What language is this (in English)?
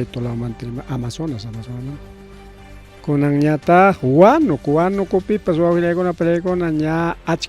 Ayacucho Quechua